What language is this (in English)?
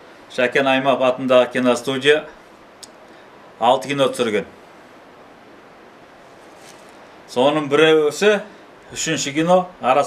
Kazakh